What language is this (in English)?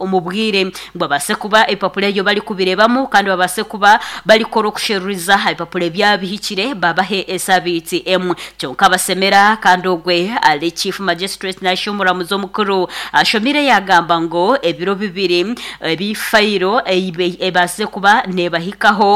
Nyankole